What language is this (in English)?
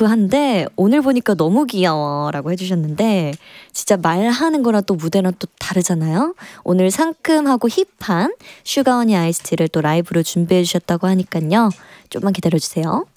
Korean